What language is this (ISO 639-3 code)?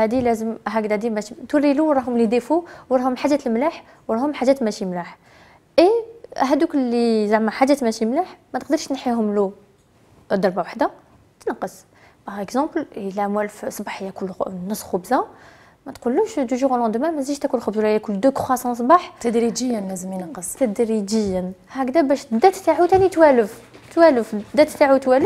arq